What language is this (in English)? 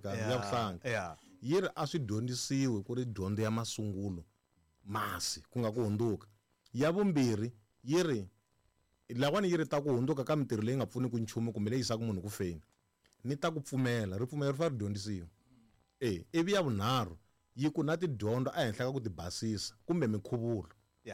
Tsonga